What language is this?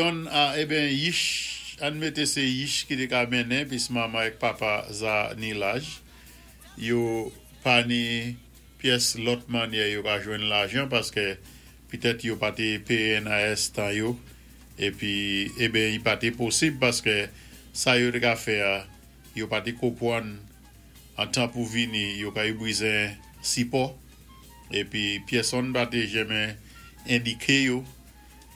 Saint Lucian Creole French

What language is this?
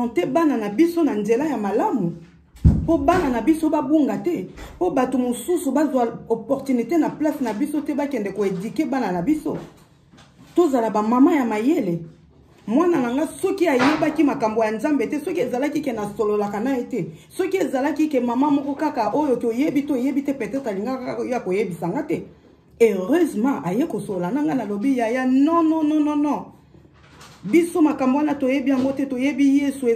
Lingala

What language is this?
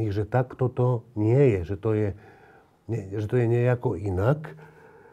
Slovak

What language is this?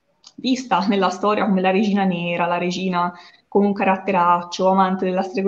Italian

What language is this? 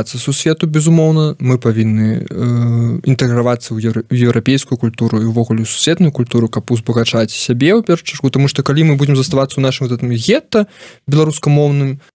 Belarusian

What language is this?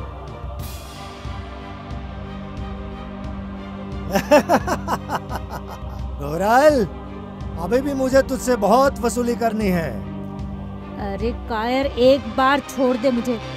Hindi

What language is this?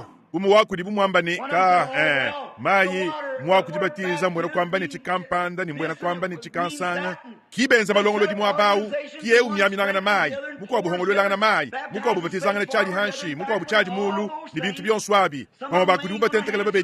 Luba-Lulua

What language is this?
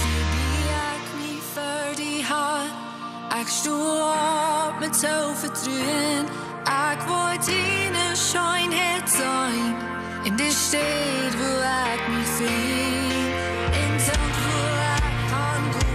Plautdietsch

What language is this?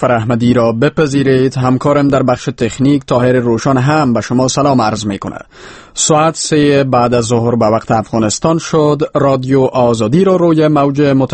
Persian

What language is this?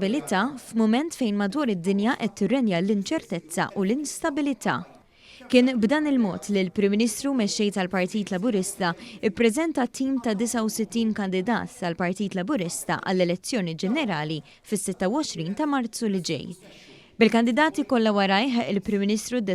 Maltese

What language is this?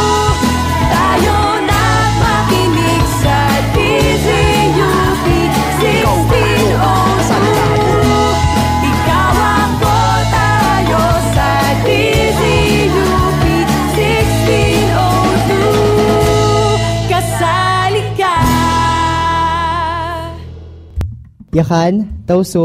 Filipino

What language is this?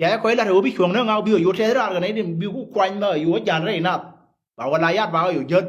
Nuer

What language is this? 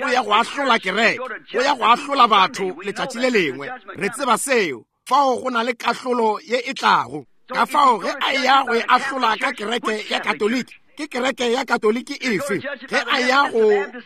Northern Sotho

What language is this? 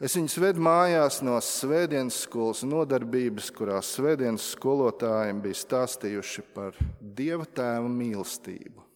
Latvian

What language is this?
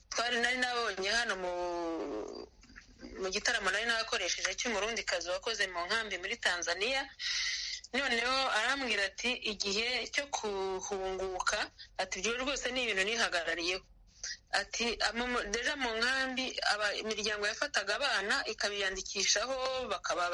Kinyarwanda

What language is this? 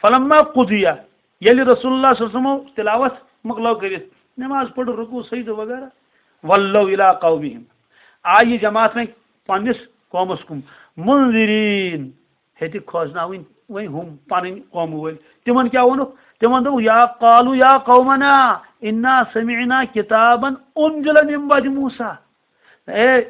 Kashmiri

